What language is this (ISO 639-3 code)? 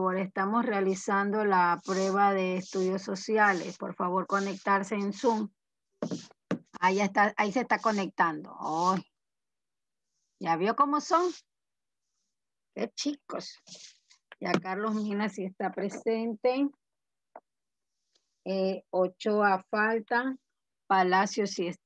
spa